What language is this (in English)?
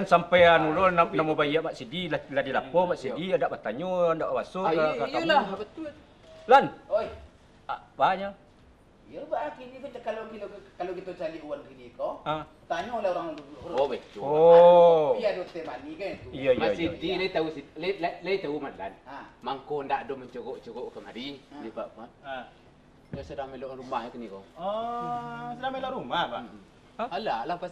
Minangkabau